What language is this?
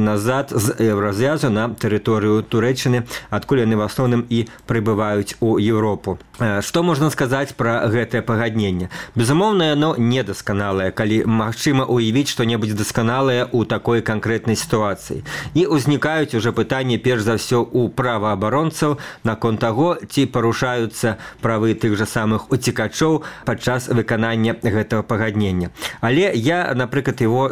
Belarusian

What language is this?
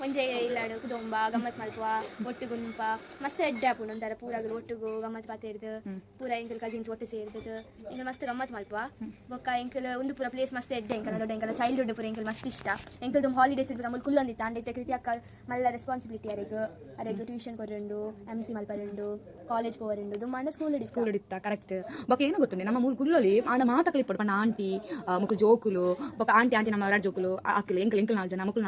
Tulu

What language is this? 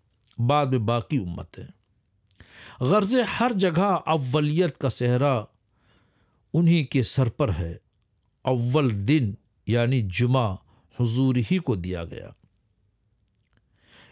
Urdu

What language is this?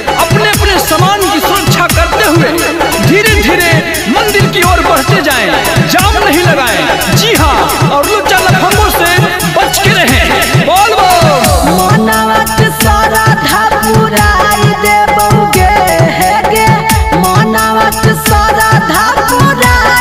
Bhojpuri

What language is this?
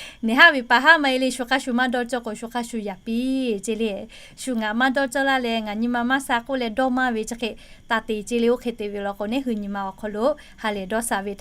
Lahu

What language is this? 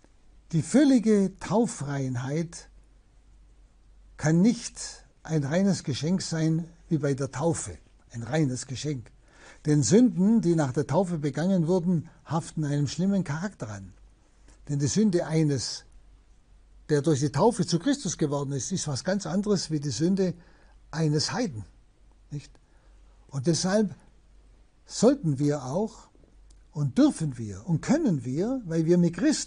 German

